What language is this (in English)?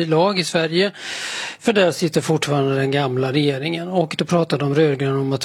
Swedish